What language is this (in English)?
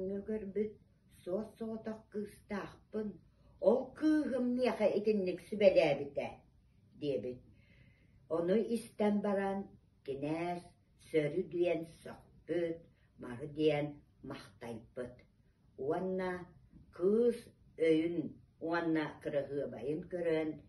Yakut